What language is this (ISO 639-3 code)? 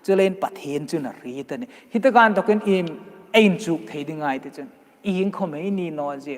hmr